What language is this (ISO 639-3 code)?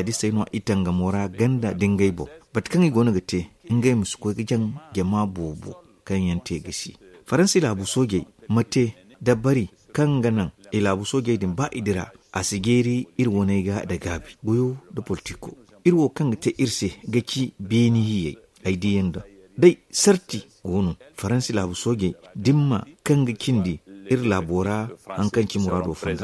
dje